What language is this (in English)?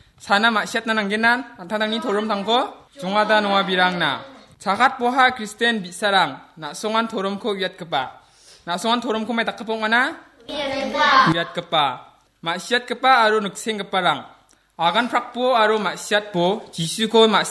Garo